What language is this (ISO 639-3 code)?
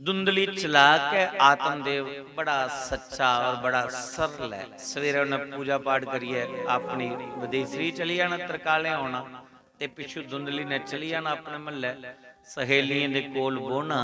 doi